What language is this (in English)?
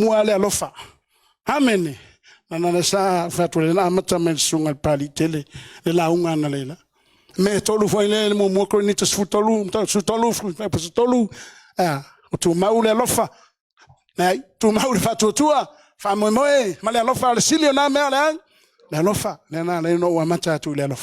Samoan